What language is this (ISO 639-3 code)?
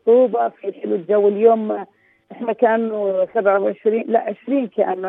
apc